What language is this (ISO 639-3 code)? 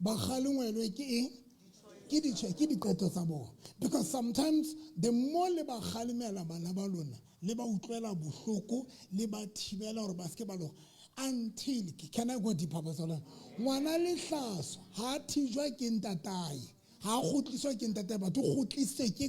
sot